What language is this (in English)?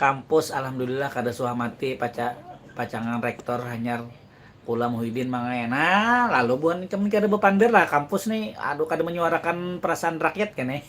Banjar